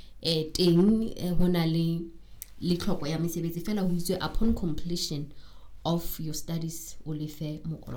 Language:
Southern Sotho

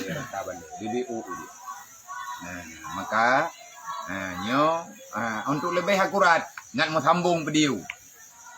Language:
Achinese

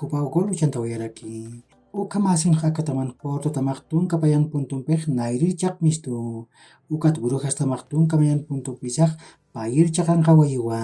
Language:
Aymara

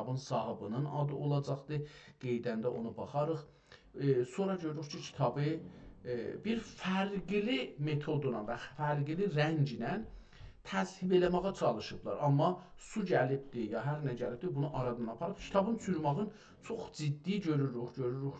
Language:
South Azerbaijani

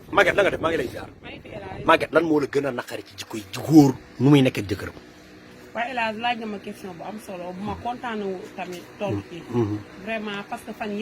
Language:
Wolof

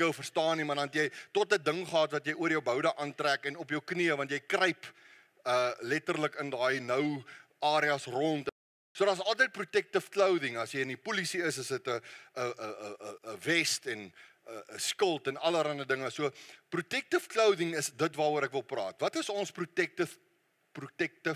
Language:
Afrikaans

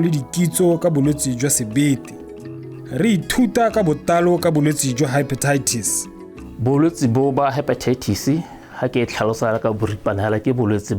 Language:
Tswana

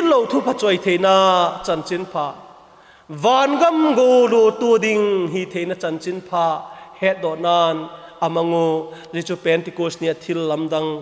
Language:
Vaiphei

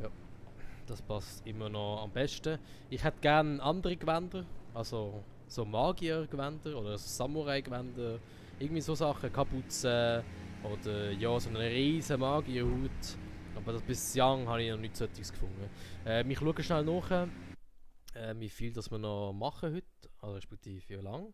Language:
Swiss German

